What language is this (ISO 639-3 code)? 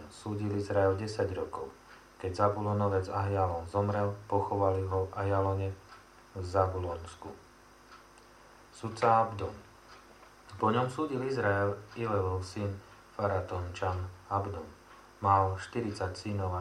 slk